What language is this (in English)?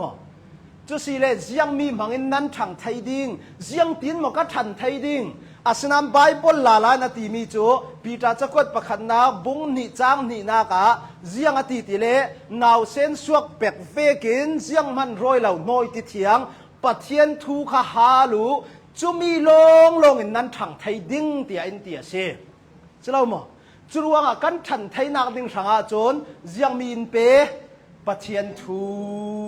Hakha Chin